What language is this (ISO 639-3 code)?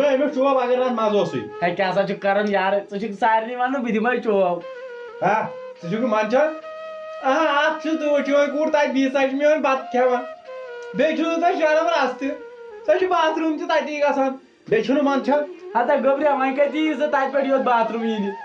kas